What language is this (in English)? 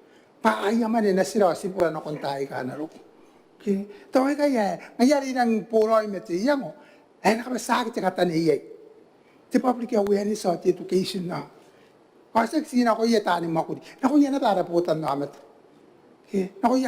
Gilbertese